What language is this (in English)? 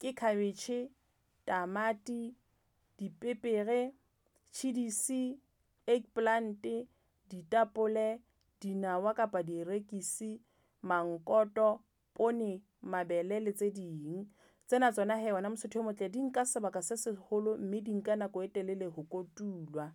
Southern Sotho